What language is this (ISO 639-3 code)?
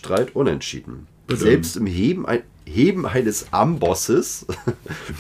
deu